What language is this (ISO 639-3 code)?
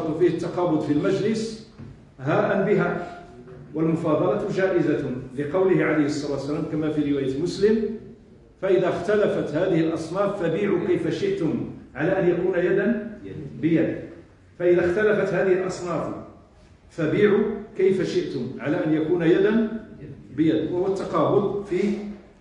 ara